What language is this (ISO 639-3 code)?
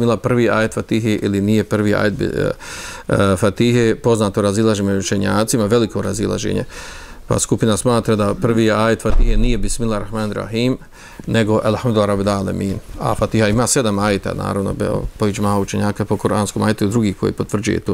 bos